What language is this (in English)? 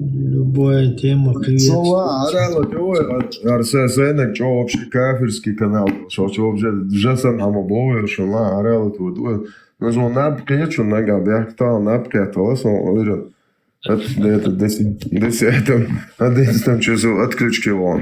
Chechen